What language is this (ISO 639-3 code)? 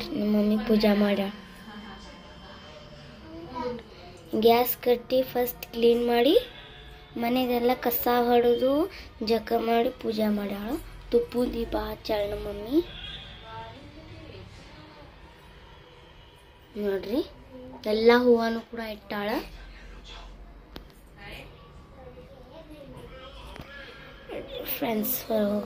kan